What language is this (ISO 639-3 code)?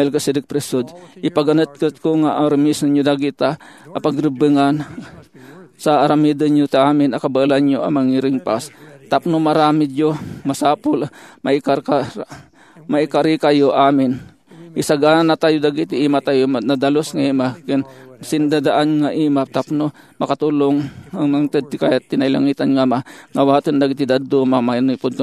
ilo